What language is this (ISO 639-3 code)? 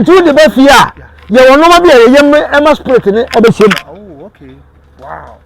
aka